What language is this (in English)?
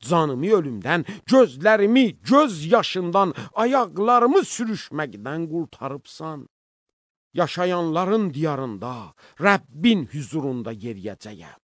Azerbaijani